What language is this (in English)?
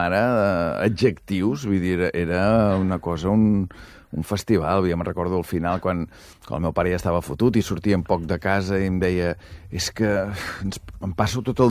Catalan